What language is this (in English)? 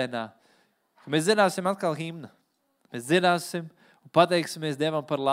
Latvian